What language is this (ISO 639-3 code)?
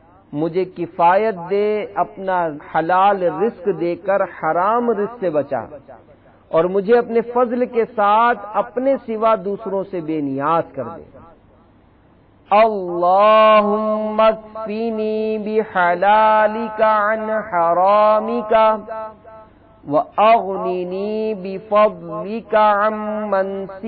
urd